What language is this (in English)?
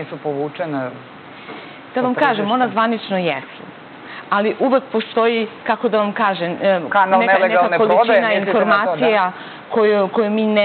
Serbian